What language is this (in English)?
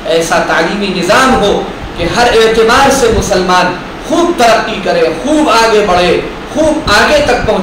Urdu